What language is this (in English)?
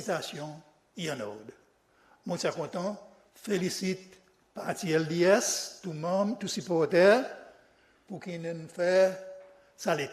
Seselwa Creole French